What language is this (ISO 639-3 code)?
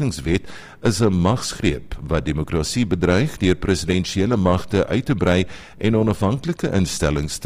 afr